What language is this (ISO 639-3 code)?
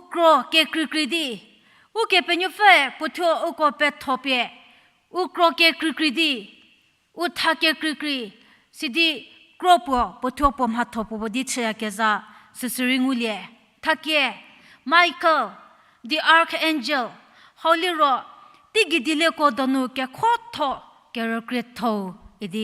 njm